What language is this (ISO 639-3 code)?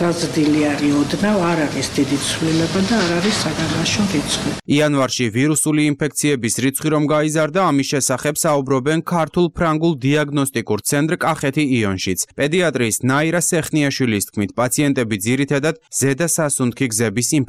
kat